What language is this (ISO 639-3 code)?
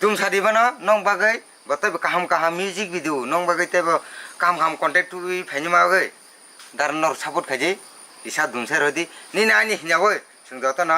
trp